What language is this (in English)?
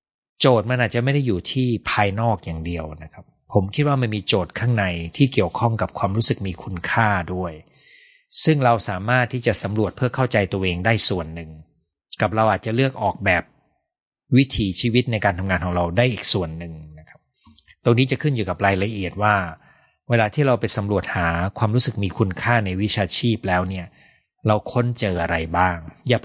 Thai